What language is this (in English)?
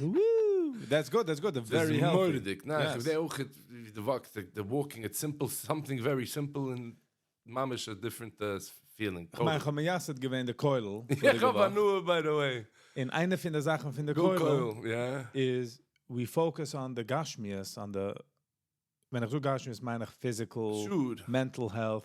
Yiddish